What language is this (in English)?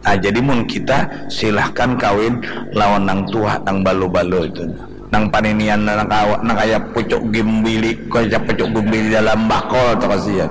Banjar